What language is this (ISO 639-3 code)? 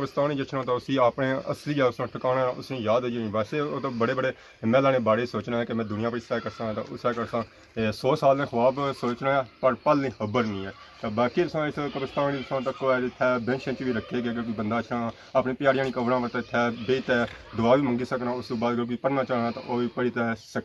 phr